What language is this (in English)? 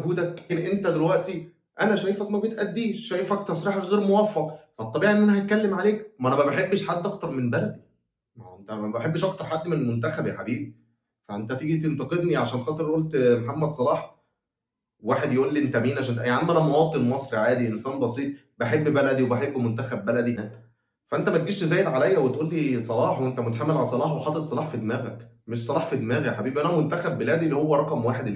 Egyptian Arabic